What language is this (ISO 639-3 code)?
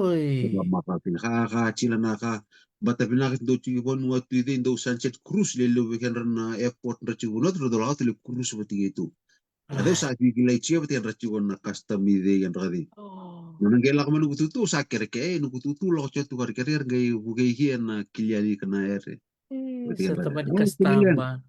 fij